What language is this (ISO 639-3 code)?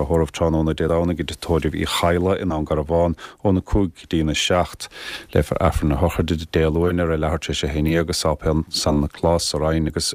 gle